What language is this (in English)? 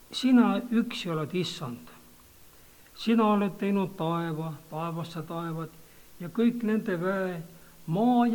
Estonian